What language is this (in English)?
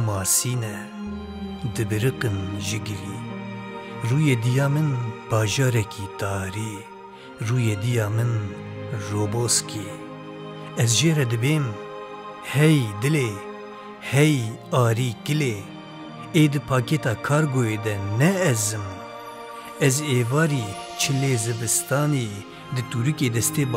Kurdish